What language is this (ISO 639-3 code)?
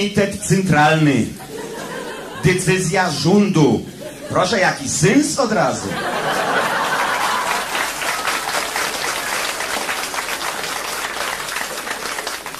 pol